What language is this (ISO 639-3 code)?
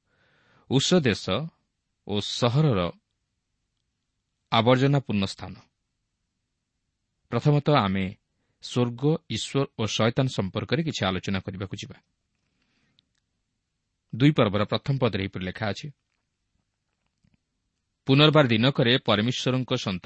ori